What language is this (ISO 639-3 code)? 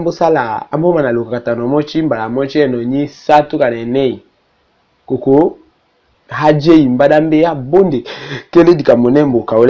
tll